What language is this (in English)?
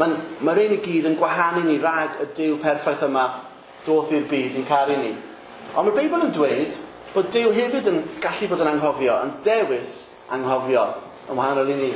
Welsh